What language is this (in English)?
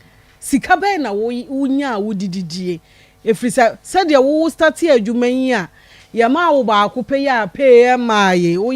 Akan